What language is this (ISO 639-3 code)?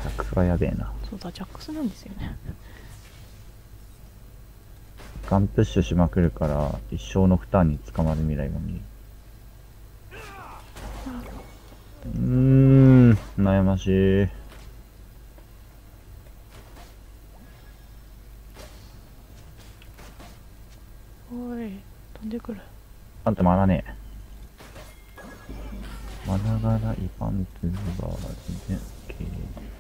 jpn